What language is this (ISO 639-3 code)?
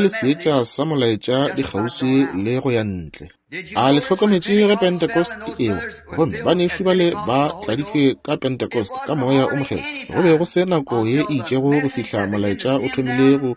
nso